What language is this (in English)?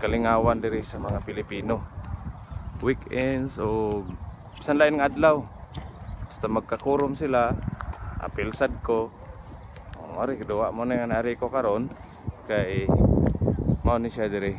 Cebuano